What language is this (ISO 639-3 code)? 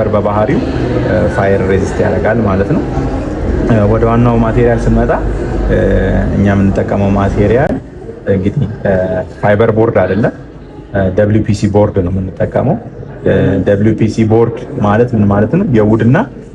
amh